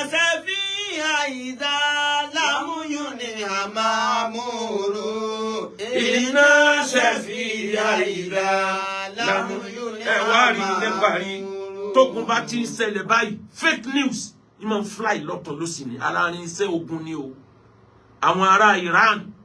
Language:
Yoruba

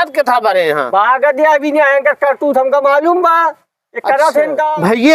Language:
Awadhi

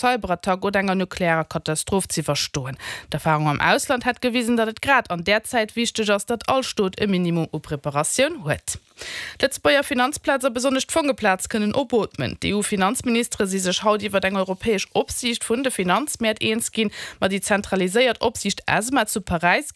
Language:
Luxembourgish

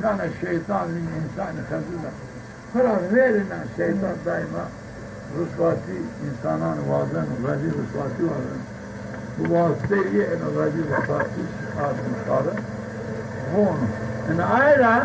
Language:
Zaza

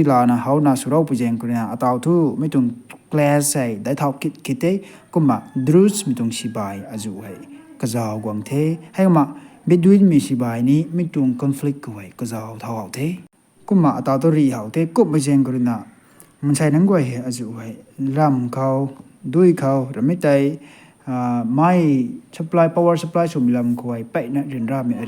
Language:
Rongmei Naga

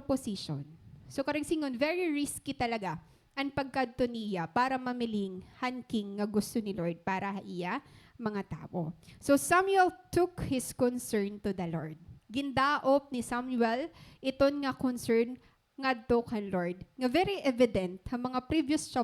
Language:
Waray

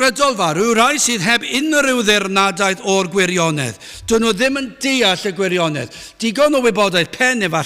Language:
Welsh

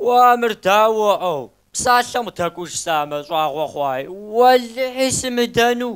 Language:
Kabardian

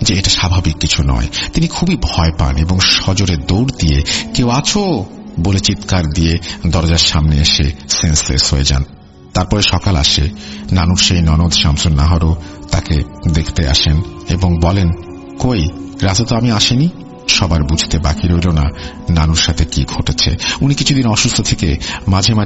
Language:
Bangla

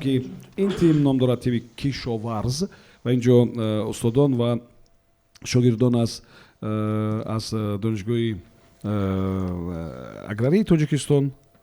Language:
Tajik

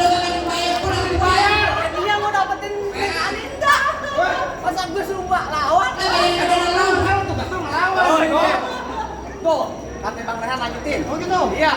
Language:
Betawi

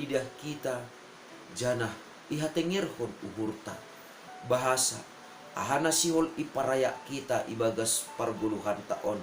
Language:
Batak Simalungun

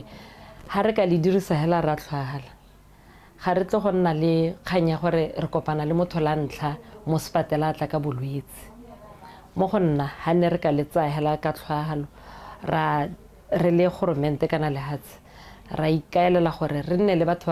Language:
Tswana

